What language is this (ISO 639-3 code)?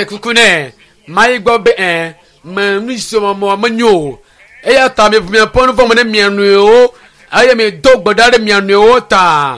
ewe